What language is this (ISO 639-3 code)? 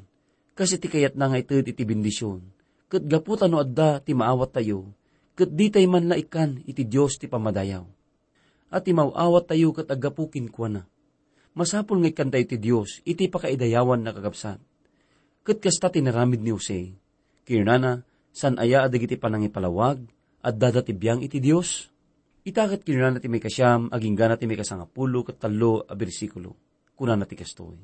ilo